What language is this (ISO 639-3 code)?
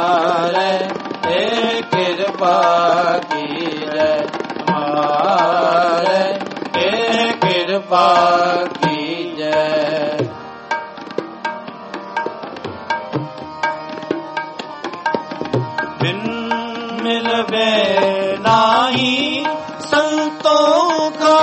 pan